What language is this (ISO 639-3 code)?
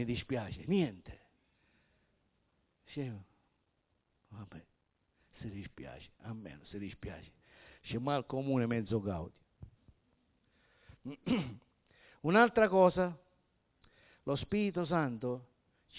ita